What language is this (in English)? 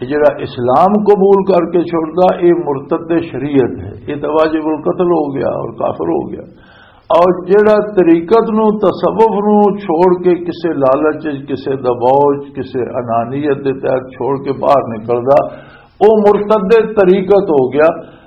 Western Panjabi